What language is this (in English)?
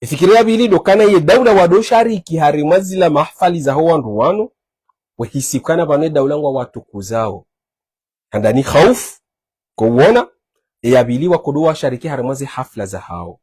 Ngazidja Comorian